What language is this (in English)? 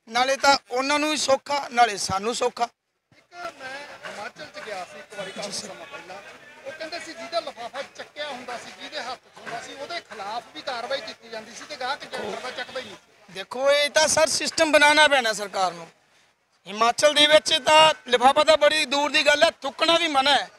Punjabi